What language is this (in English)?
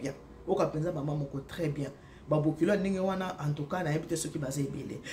Lingala